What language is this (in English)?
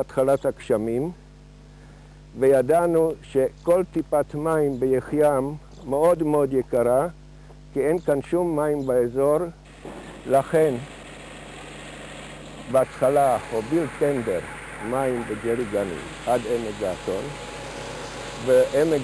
Hebrew